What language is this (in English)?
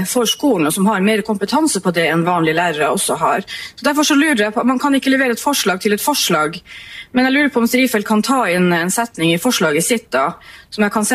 Norwegian